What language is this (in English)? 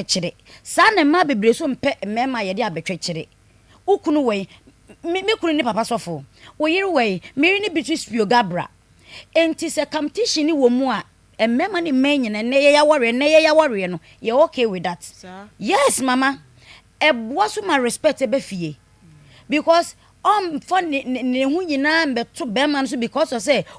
Akan